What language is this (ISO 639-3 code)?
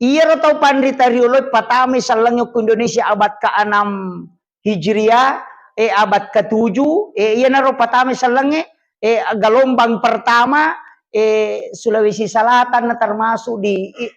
bug